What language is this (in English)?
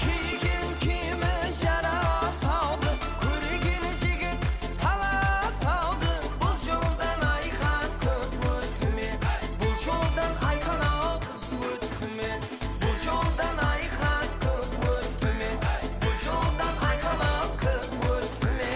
Kara-Kalpak